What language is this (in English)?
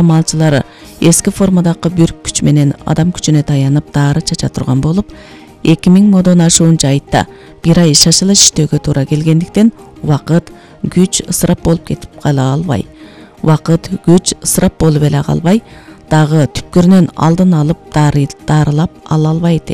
Kyrgyz